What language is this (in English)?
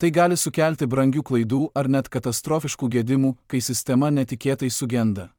Lithuanian